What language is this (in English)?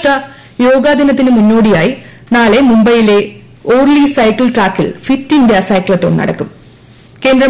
Malayalam